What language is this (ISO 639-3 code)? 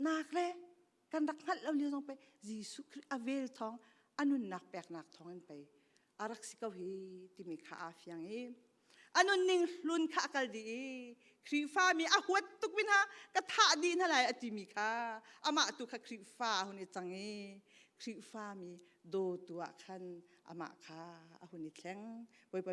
cnh